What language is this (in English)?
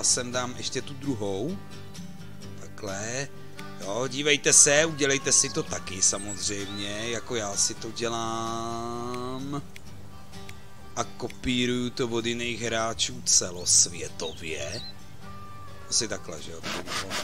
Czech